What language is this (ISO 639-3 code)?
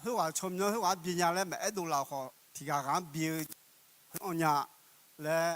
ahk